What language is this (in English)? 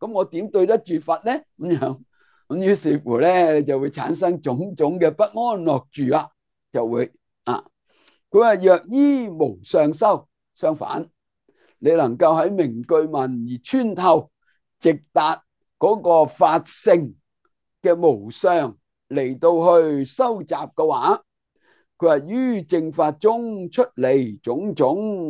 Cantonese